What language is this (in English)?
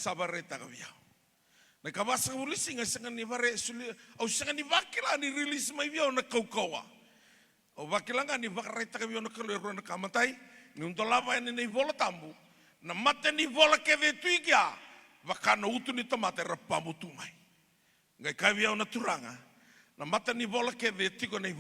Fijian